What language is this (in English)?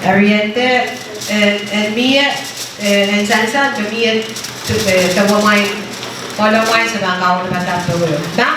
Pohnpeian